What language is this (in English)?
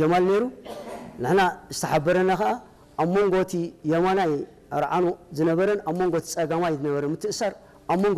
Tigrinya